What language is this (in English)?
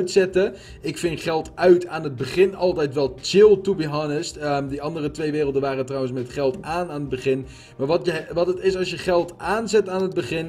Dutch